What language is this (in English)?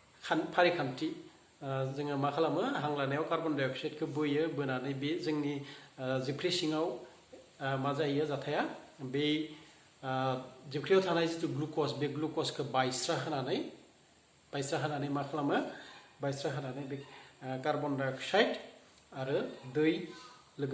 Bodo